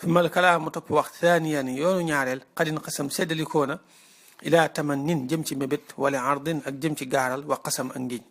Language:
Wolof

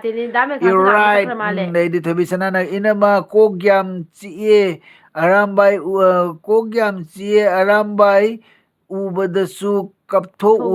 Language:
Manipuri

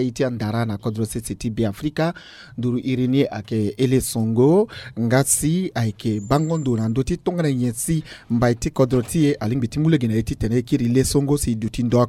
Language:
Sango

